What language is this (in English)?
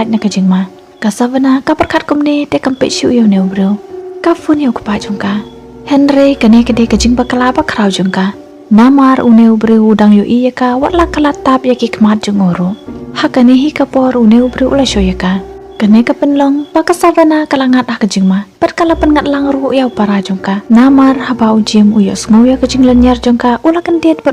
Khasi